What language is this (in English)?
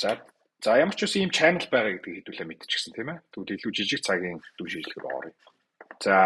Mongolian